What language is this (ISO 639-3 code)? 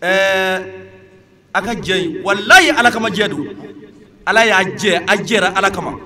bam